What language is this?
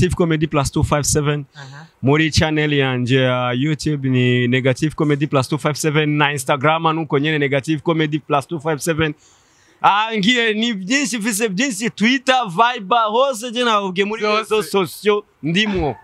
Rundi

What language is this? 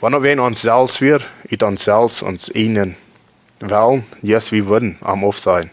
Plautdietsch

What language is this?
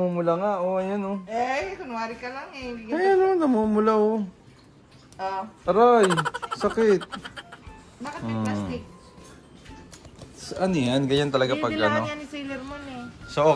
Filipino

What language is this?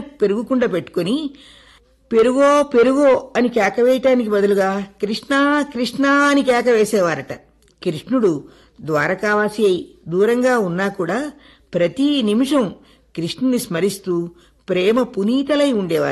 Telugu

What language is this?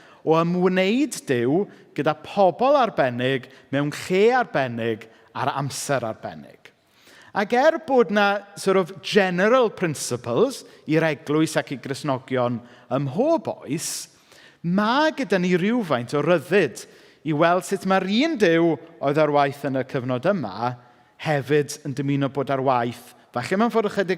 Welsh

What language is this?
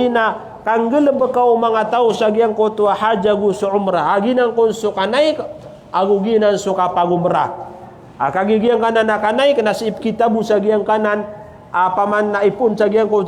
Maranao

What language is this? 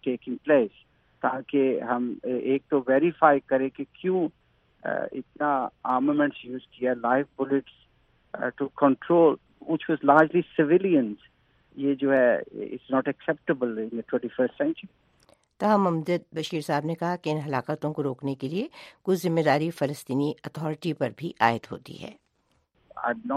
Urdu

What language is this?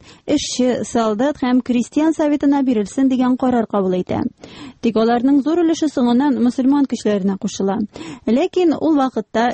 Tatar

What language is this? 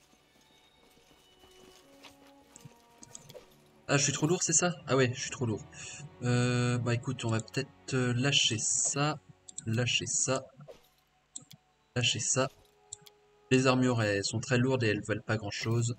French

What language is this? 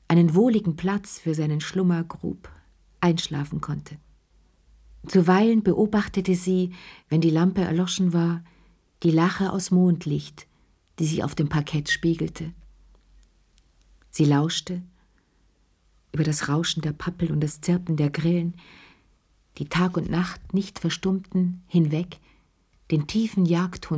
German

